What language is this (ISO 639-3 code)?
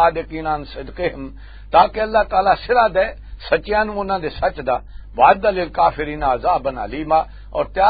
lah